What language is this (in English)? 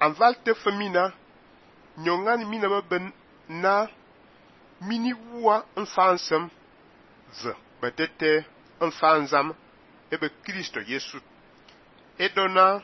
Fang